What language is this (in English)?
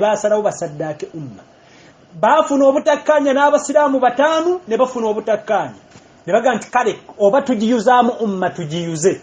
Ganda